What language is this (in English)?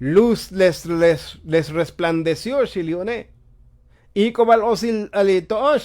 Tzotzil